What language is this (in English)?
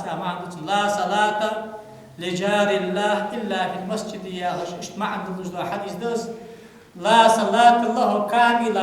Ingush